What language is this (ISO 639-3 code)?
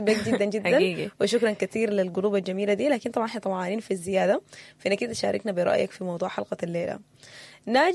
apd